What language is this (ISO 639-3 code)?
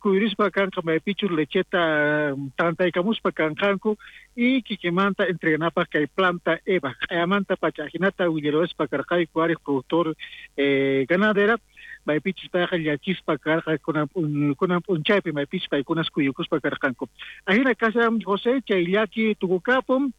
quh